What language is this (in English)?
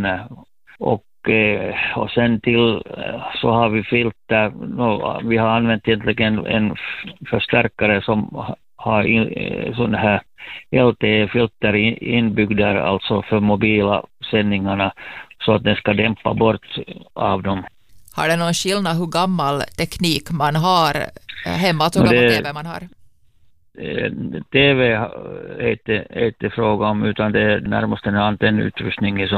Swedish